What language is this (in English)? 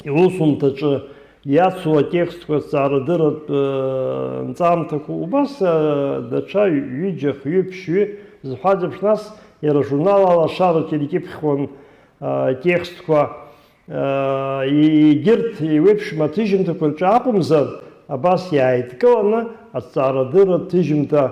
Abkhazian